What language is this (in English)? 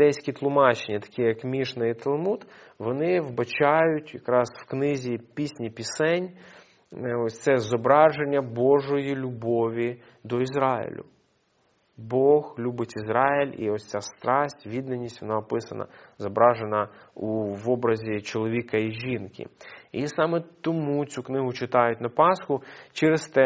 Ukrainian